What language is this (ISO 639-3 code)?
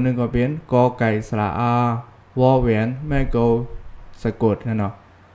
shn